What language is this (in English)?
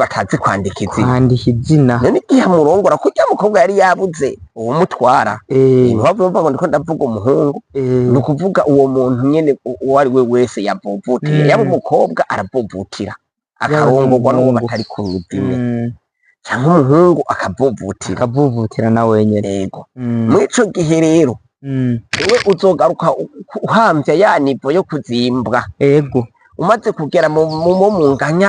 Rundi